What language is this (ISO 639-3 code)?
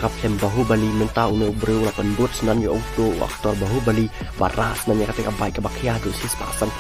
kha